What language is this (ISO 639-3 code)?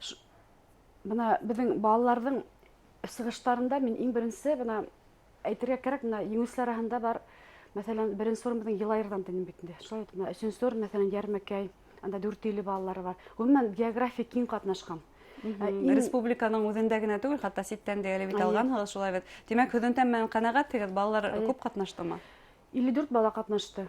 bak